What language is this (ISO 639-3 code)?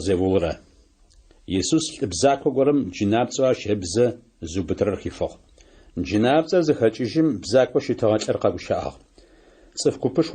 ady